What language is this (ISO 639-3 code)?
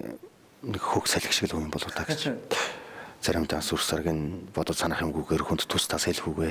mon